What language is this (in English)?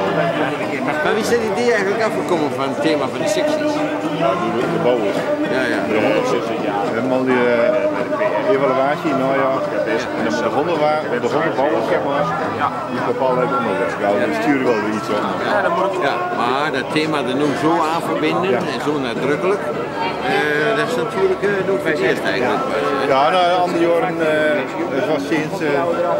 Dutch